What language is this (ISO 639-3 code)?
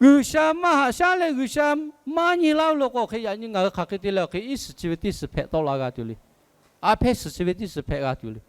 lhu